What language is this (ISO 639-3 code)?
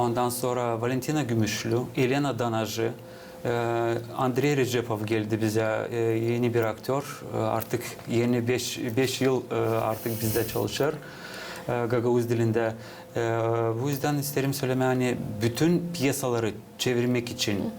gag